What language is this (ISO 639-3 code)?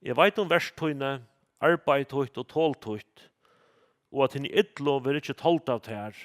fao